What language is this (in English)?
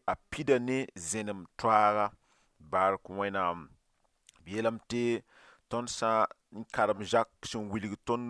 Mossi